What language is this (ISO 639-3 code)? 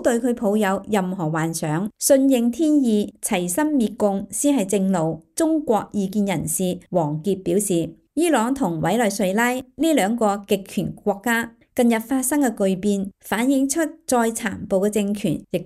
yue